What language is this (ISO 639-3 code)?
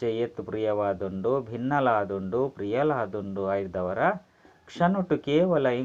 tcy